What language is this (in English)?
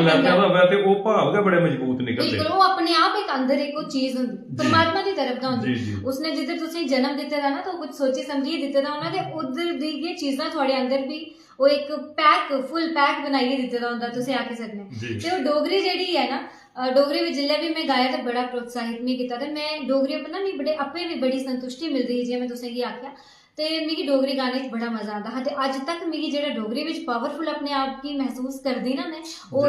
Dogri